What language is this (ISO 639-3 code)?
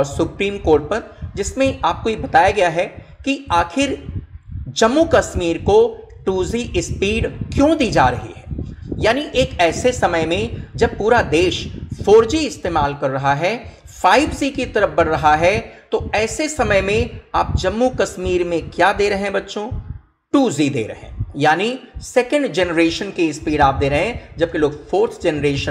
hin